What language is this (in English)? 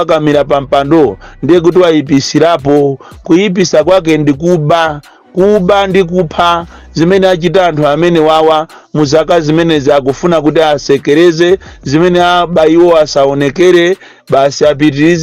Nyanja